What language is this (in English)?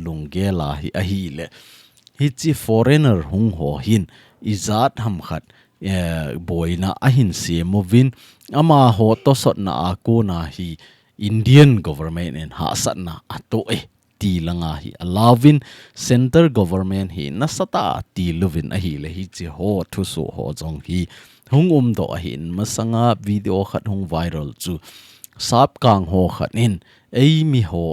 Thado Chin